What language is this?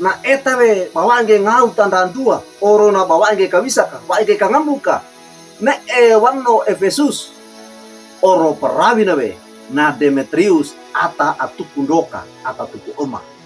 Wejewa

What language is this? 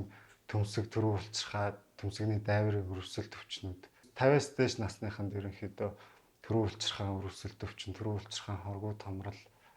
Mongolian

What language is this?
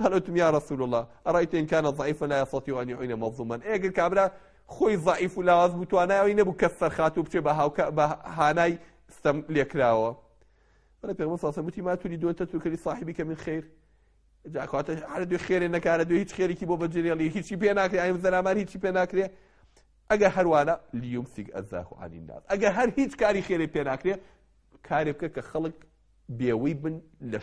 Central Kurdish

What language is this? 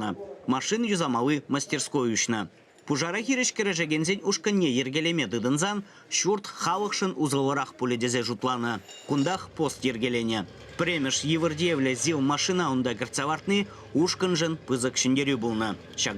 Chuvash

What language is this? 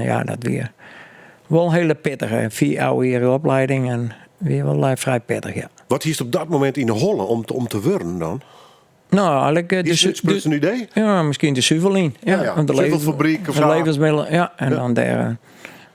Western Frisian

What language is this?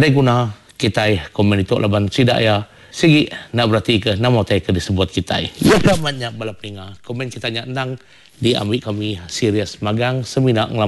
Iban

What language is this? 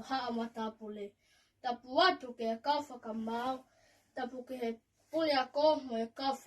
Tongan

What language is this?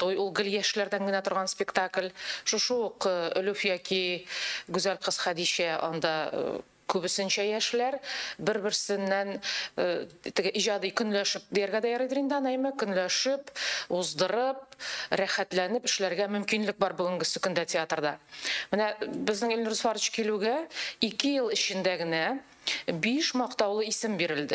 Tatar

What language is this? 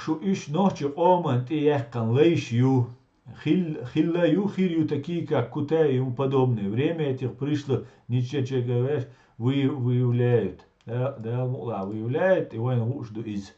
Chechen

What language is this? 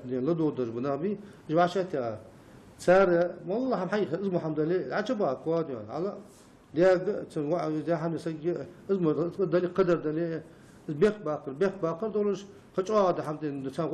Ingush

